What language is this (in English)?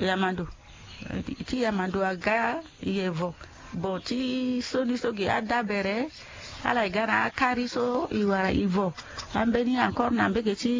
Sango